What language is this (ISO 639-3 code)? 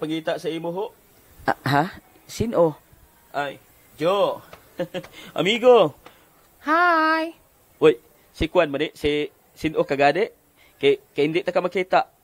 hil